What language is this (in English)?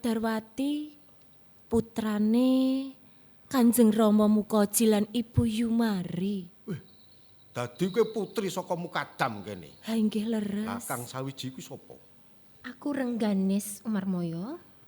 Javanese